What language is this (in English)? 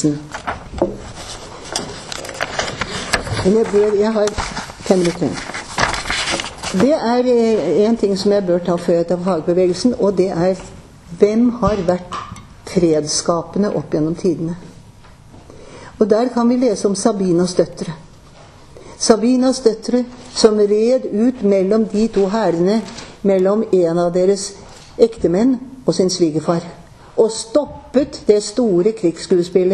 Norwegian